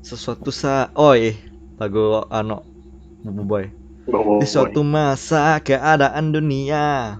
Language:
Banjar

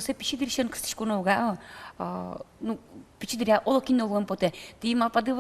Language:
Udmurt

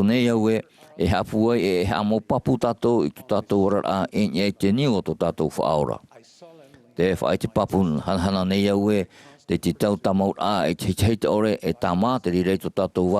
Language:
Tahitian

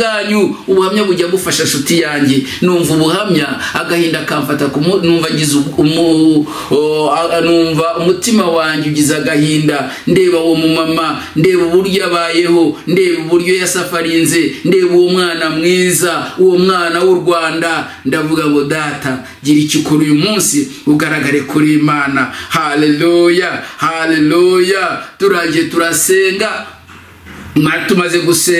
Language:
Kinyarwanda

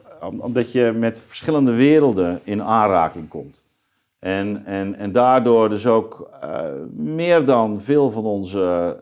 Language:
Dutch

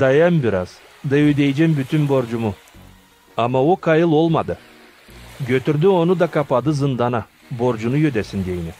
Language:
Gagauz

